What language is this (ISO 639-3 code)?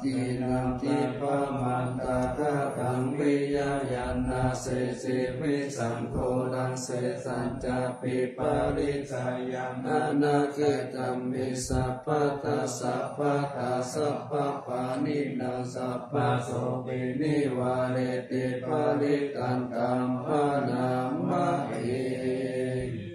pli